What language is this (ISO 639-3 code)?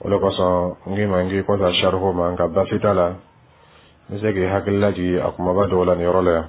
dyu